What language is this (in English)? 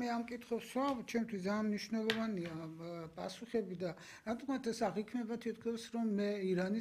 Georgian